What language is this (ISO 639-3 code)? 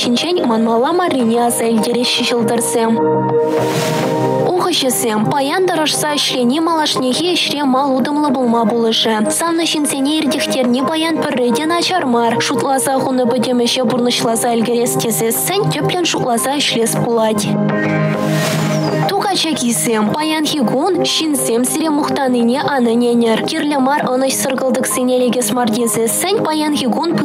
chv